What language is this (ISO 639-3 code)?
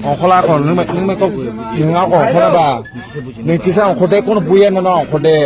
trp